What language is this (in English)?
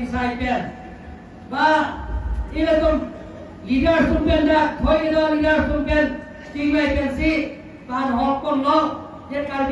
Karbi